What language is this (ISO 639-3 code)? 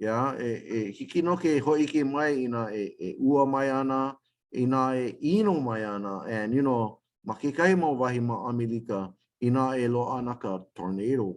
haw